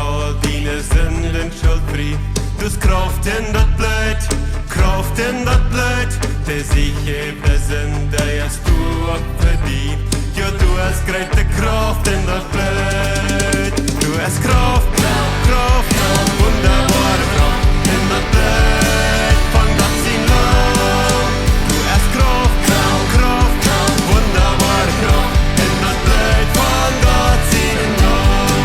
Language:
Plautdietsch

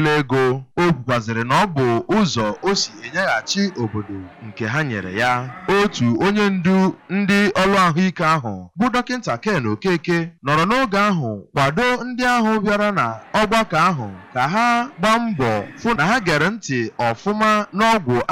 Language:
Igbo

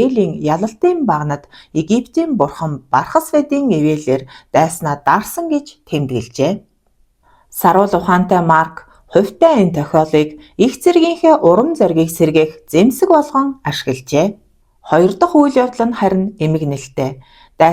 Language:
Mongolian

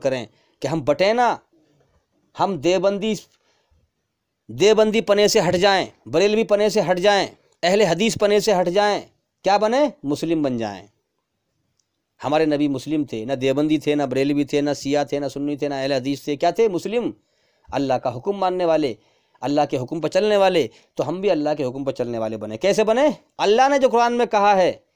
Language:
Hindi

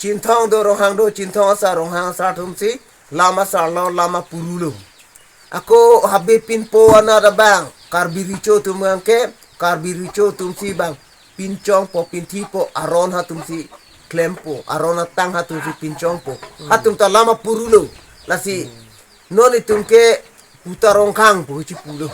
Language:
Karbi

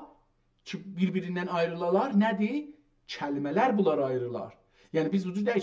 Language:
South Azerbaijani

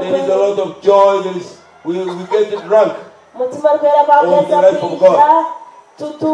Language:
Nyankole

